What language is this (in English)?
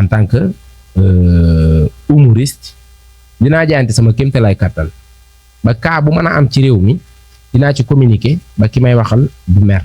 Wolof